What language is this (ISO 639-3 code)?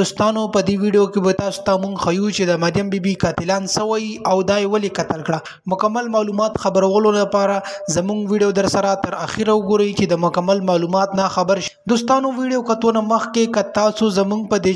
pus